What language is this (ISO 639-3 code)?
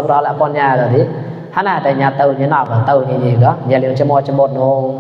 mnw